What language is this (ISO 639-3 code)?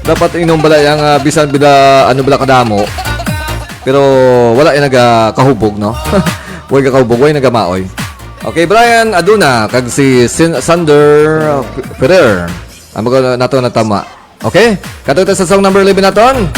hil